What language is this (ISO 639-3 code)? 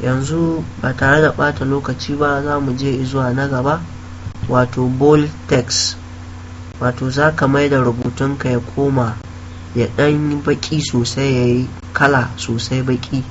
hau